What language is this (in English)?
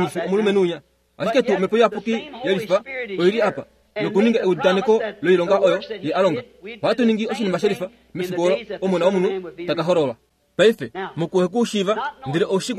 Kuanyama